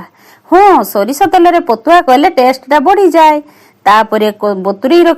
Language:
Odia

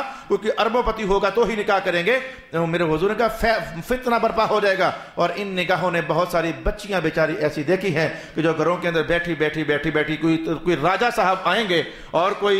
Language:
Urdu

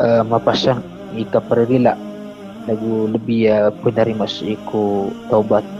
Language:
Maranao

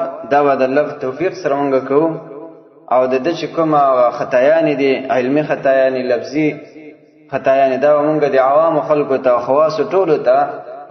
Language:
Pashto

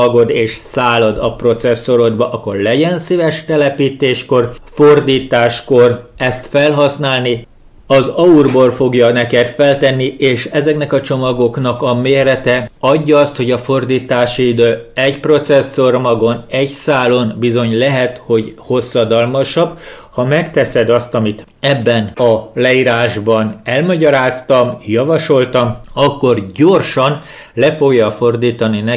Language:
Hungarian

